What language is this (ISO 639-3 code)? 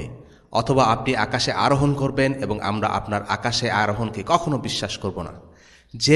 ben